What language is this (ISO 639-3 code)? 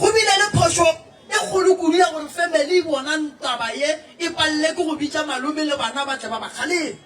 nso